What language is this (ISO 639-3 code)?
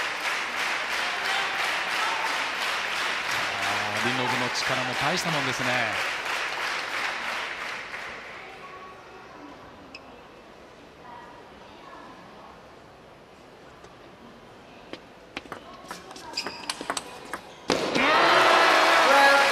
jpn